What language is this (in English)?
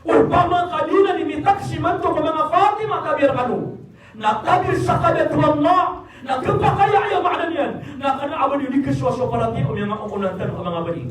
Maranao